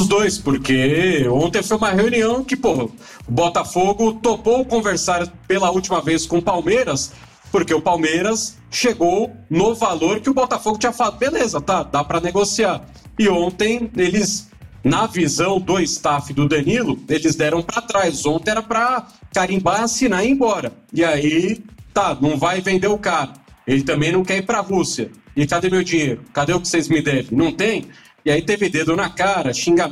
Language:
Portuguese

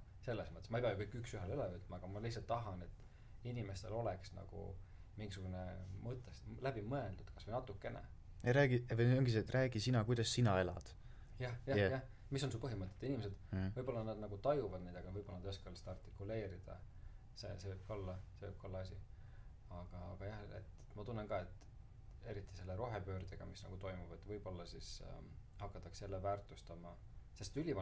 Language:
Estonian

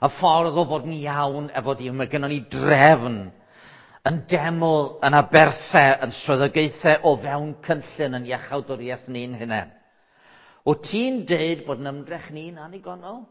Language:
Welsh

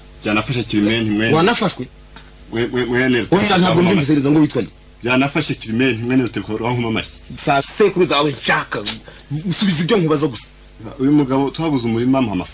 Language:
Kinyarwanda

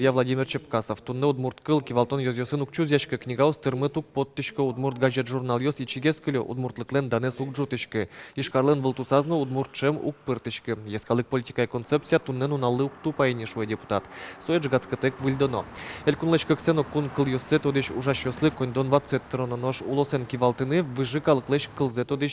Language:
Udmurt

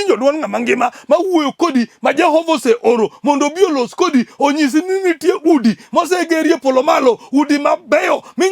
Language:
Luo (Kenya and Tanzania)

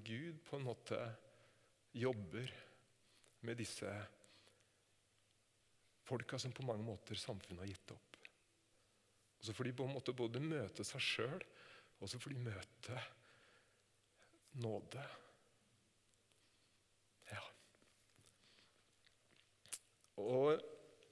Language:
Norwegian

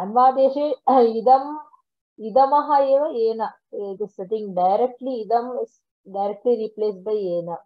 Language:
Sanskrit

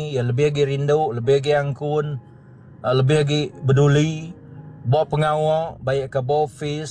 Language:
Iban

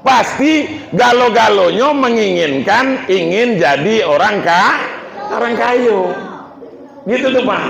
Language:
Minangkabau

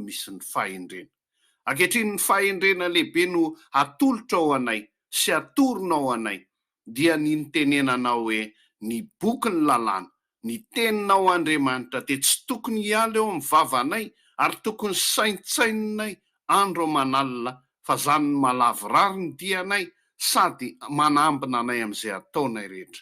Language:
Malagasy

